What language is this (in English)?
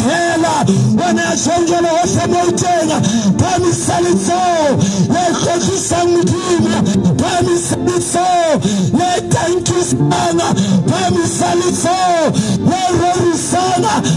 Southern Sotho